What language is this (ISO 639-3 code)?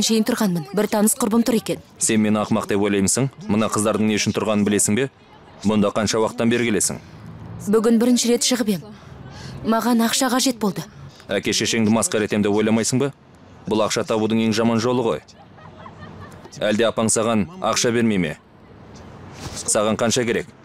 kaz